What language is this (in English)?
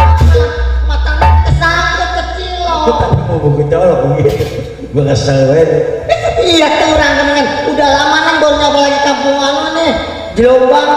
Betawi